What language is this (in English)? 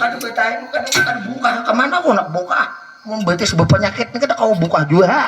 Banjar